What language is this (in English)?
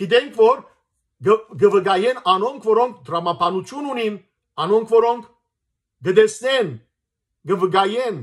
Western Armenian